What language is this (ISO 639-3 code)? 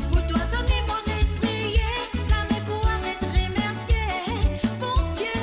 mfe